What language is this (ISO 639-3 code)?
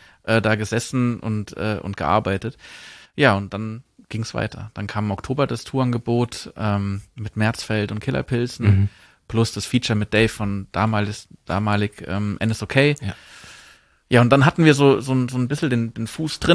deu